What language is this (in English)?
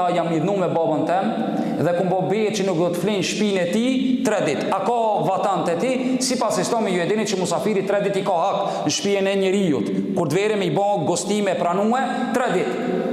Albanian